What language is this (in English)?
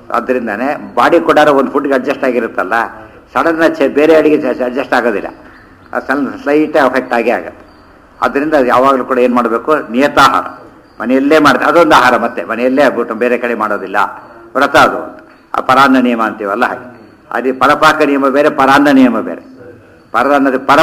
Kannada